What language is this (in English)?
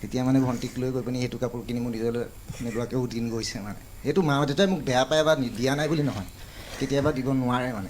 Assamese